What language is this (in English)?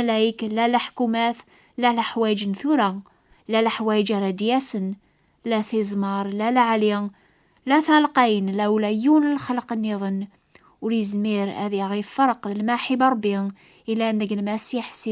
Kabyle